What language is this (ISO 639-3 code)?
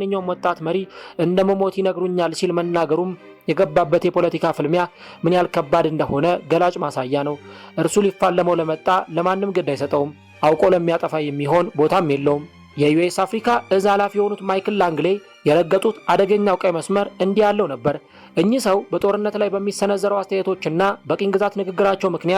amh